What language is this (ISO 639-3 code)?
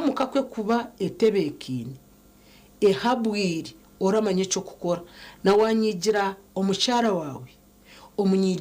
nyn